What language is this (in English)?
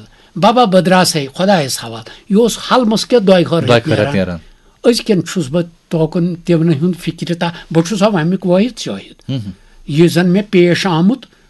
Kashmiri